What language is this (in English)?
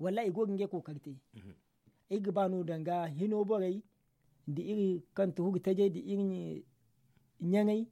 Zarma